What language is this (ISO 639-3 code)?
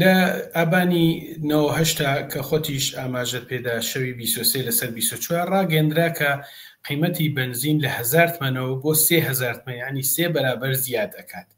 ckb